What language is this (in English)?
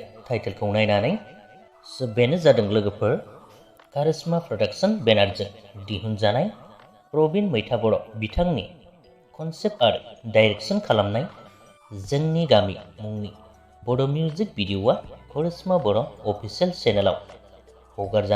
Bodo